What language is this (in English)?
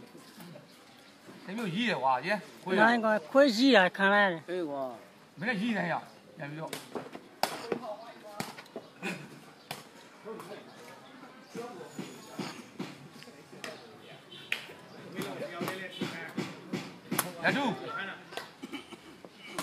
Burmese